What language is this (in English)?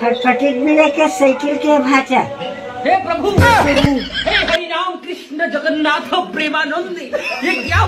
Chhattisgarhi